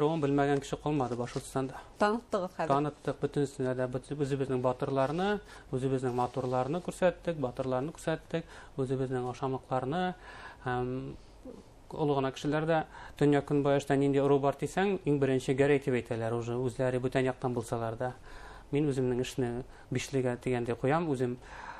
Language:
Bashkir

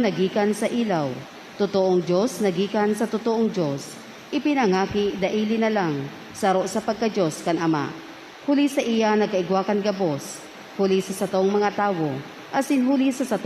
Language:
Bikol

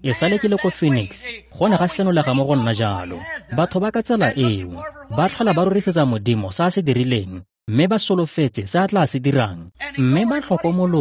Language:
Tswana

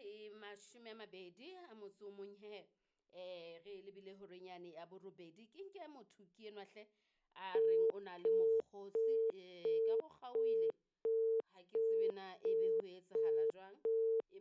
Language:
Southern Sotho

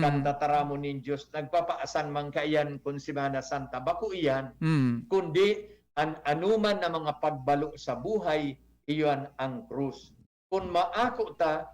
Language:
Bikol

